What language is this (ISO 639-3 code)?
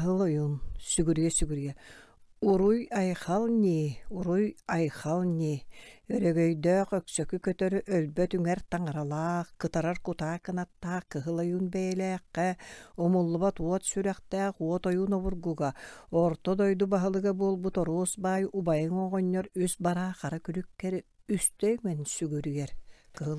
sah